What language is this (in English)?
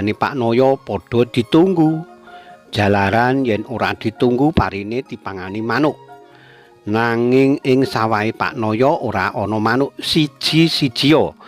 Javanese